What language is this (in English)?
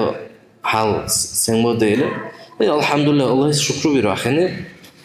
Dargwa